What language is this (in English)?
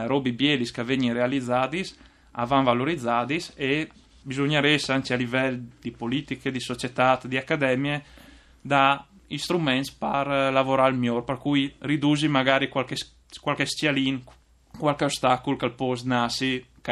Friulian